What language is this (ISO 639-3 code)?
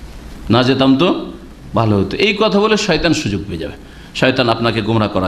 ben